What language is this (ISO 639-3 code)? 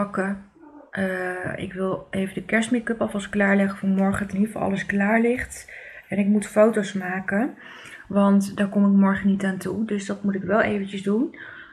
nld